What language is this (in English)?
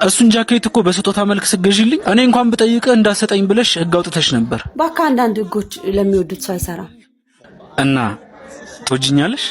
Amharic